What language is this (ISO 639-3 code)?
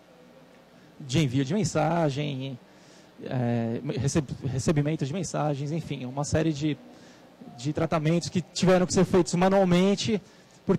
por